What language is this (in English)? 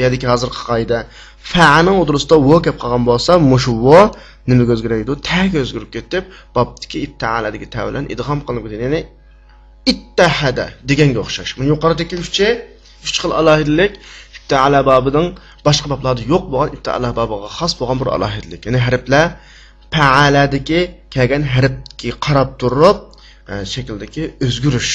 Uyghur